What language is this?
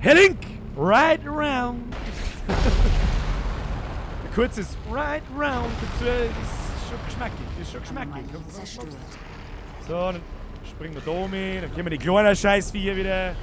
Bavarian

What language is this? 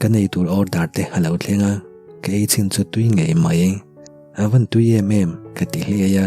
Mizo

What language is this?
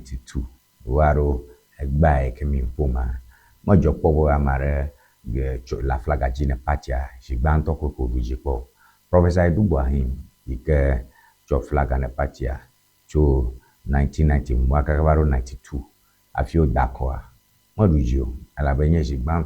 Ewe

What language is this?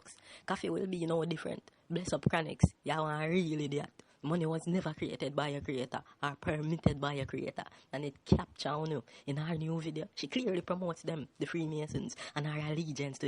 Jamaican Creole English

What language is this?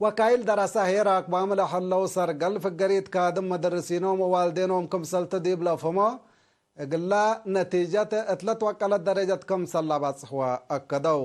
Tigre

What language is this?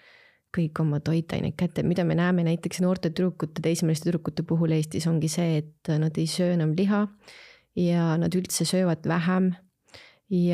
Estonian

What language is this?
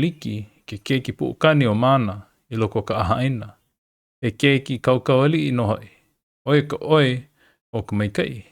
Hawaiian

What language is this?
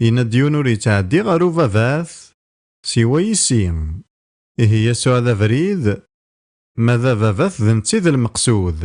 Kabyle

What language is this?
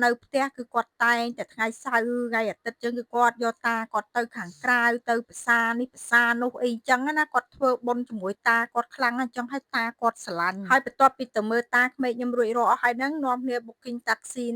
Khmer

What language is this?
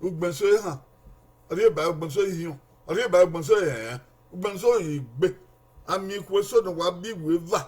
Bini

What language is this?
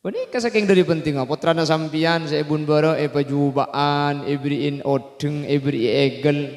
Madurese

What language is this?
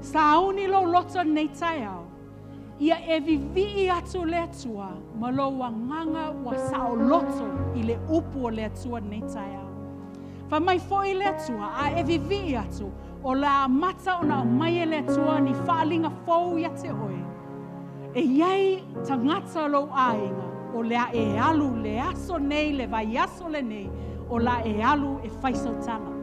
Samoan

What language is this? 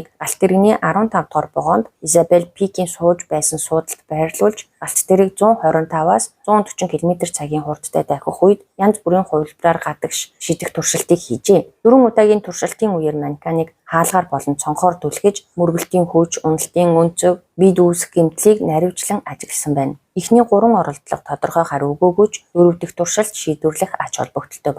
Mongolian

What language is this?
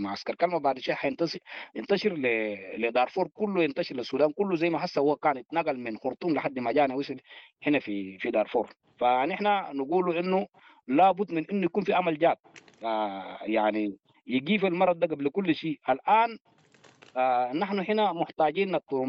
Sudanese Arabic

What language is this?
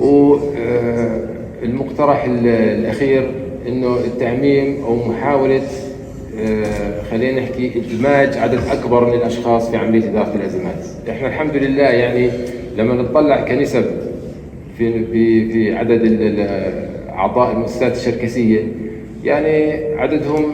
North Levantine Arabic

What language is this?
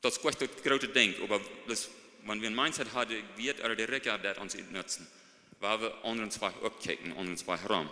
Plautdietsch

